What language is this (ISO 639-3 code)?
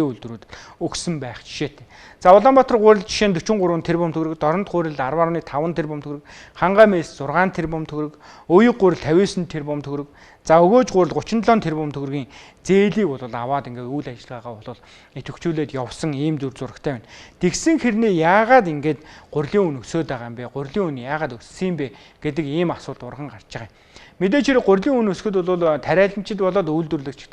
mon